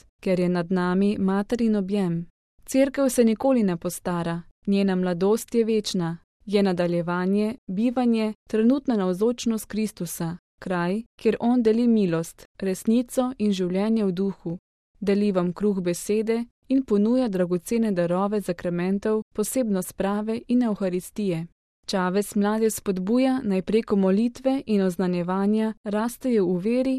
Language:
Slovenian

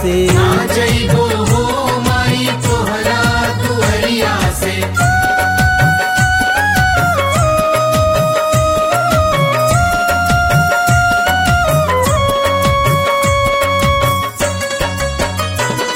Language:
Bhojpuri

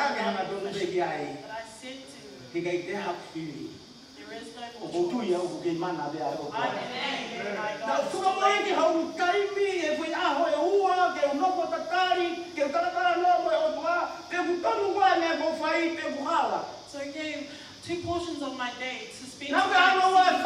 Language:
Tongan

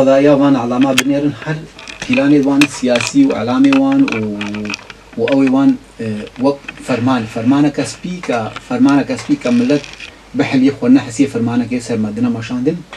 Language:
Kurdish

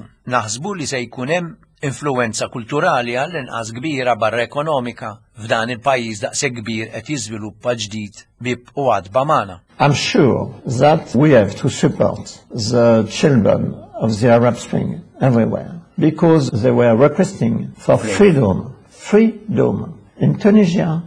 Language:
Maltese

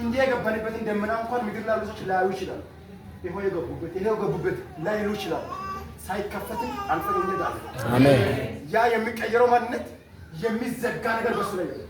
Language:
Amharic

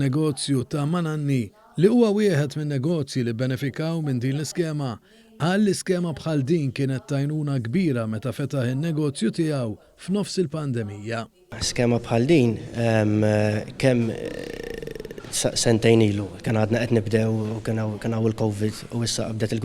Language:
Maltese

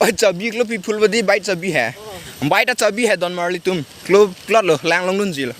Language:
Karbi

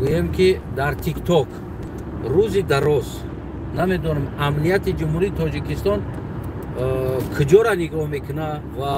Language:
Tajik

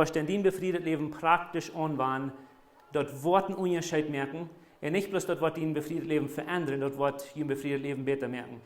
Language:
Plautdietsch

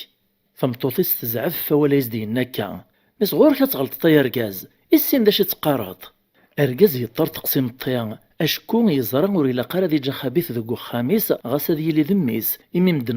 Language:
Kabyle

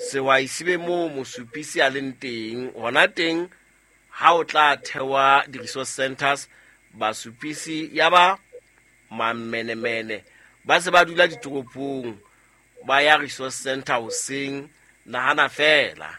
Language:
Southern Sotho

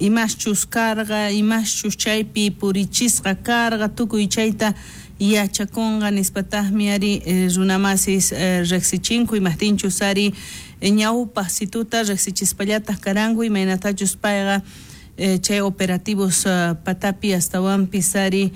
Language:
South Bolivian Quechua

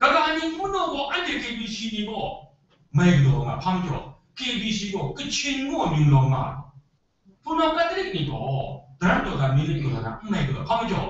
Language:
Kachin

